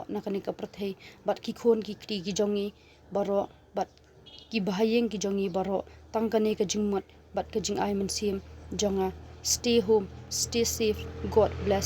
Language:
Khasi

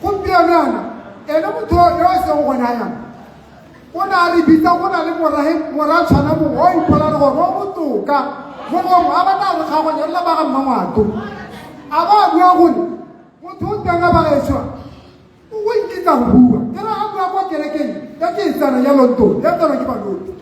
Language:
Tswana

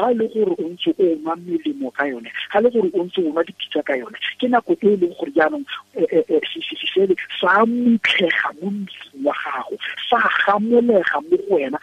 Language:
Tswana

